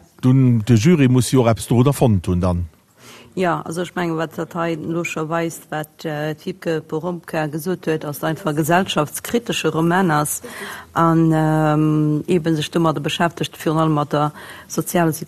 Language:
Luxembourgish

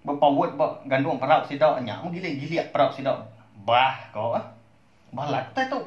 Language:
Iban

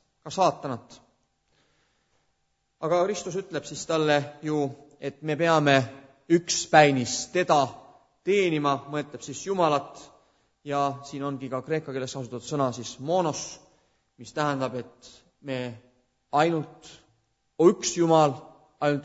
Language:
Estonian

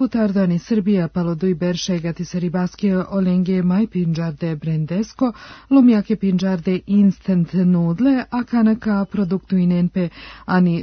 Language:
Serbian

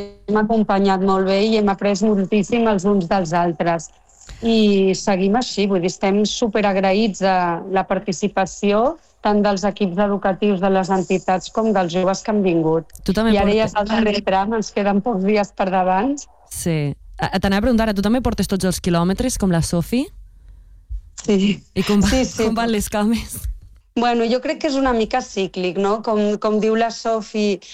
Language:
Catalan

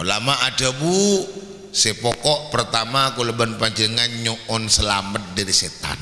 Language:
Madurese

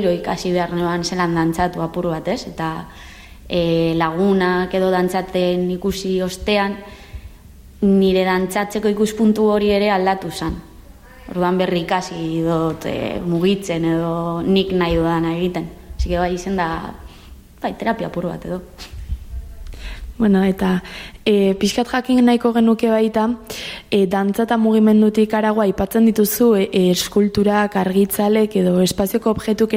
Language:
Basque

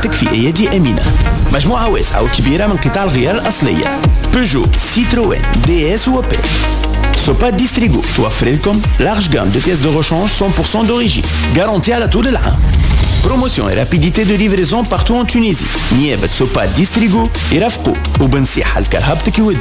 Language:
Tunisian Arabic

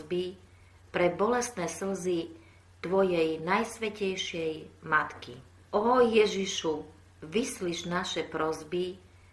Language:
Slovak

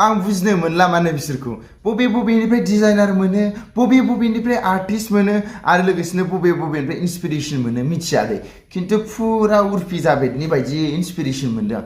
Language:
Bodo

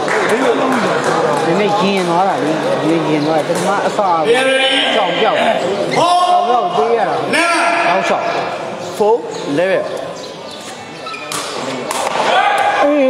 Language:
Burmese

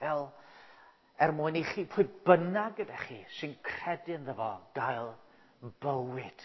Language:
Welsh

